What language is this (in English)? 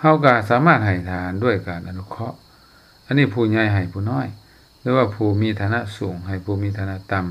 Lao